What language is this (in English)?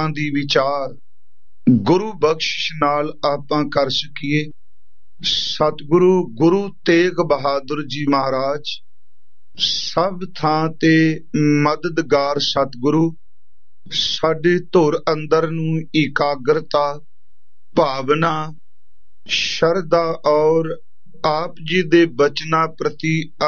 Punjabi